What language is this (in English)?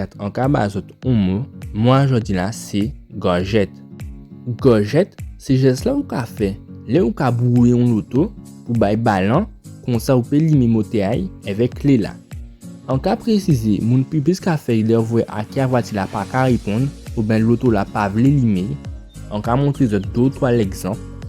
Guadeloupean Creole French